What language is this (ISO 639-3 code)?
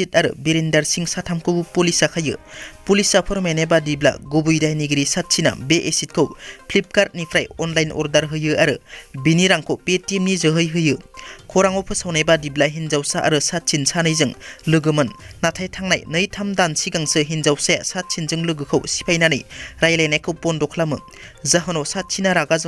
brx